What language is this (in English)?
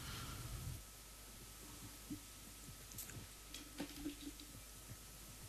Bulgarian